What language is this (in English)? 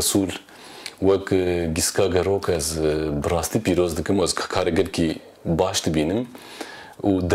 Kurdish